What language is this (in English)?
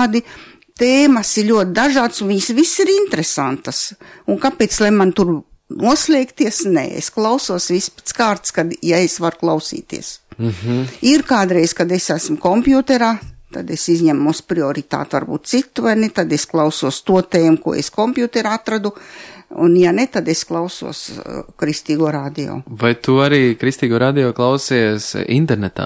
Latvian